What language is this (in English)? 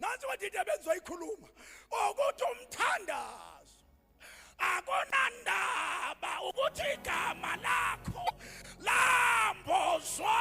Zulu